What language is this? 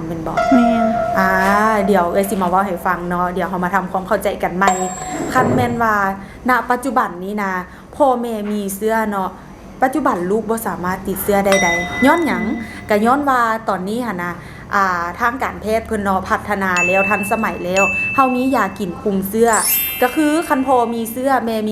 Lao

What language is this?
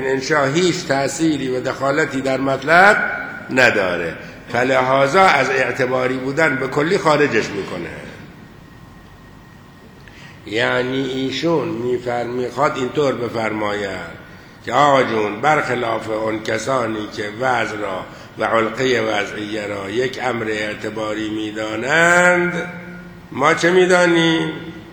Persian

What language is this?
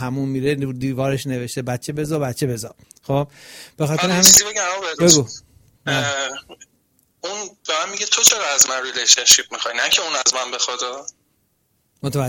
Persian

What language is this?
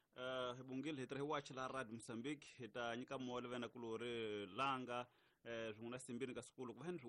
Tsonga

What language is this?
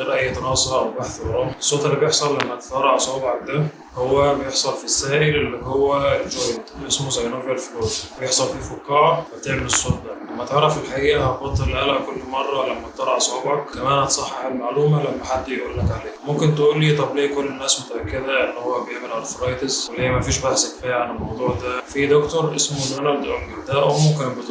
Egyptian Arabic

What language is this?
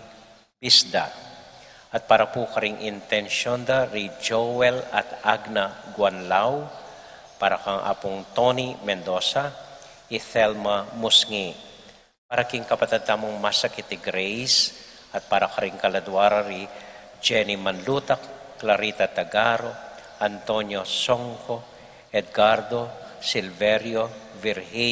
Pampanga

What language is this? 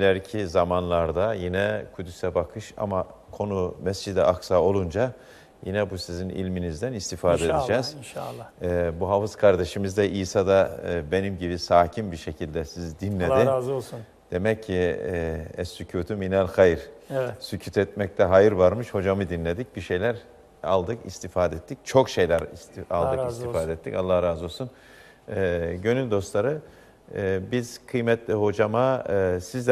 Turkish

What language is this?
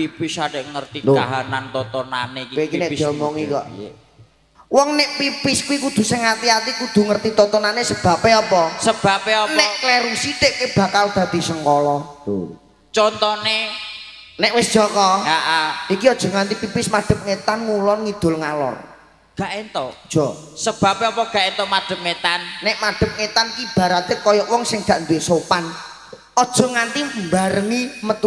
Javanese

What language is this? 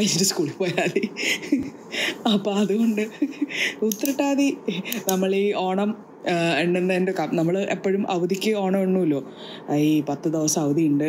Malayalam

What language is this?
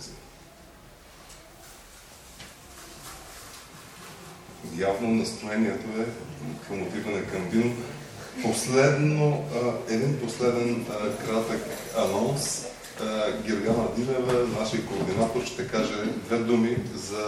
Bulgarian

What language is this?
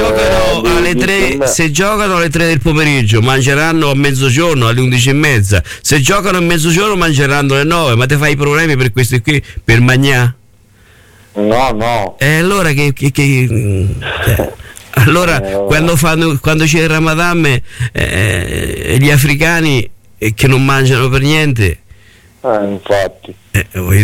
Italian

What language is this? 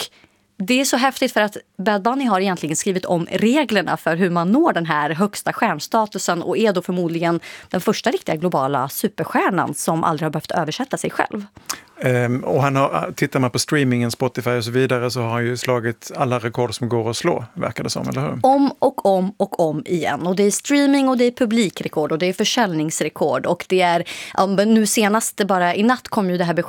Swedish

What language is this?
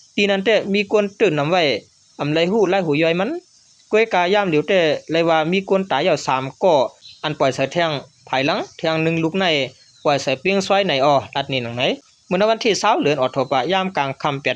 Shan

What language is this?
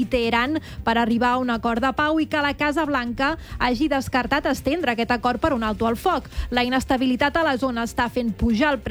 Catalan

